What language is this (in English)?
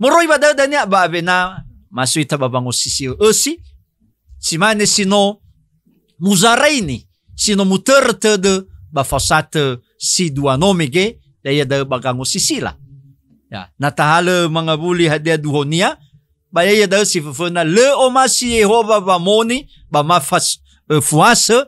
Nias